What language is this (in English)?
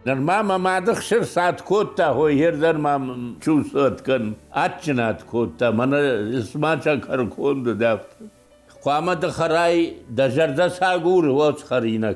Ossetic